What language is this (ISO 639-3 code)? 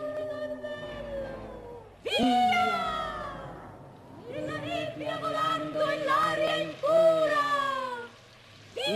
ita